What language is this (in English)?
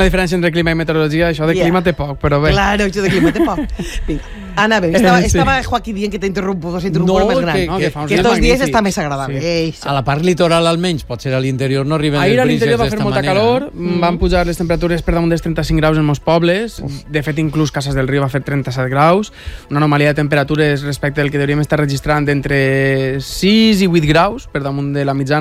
Catalan